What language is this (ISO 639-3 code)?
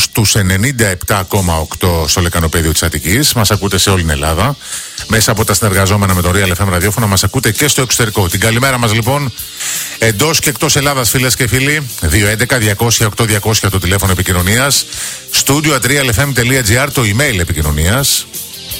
ell